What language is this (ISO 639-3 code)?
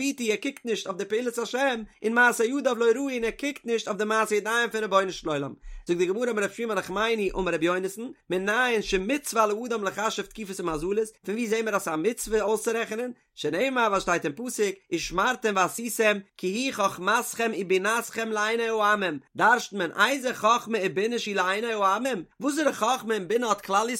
yid